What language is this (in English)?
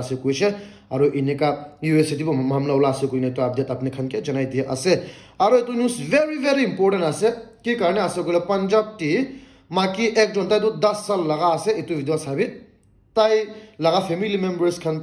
Naga Pidgin